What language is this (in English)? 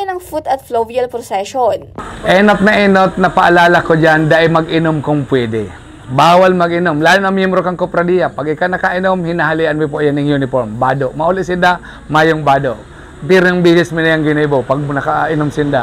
Bikol